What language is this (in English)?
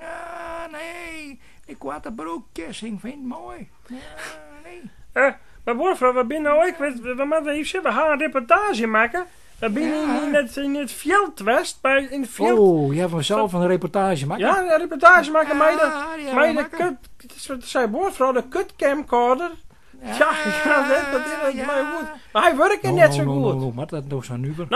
Western Frisian